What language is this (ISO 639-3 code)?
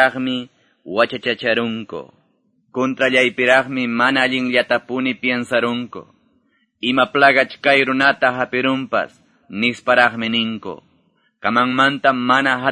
que